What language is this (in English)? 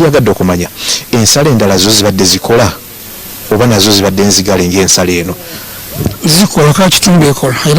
Ganda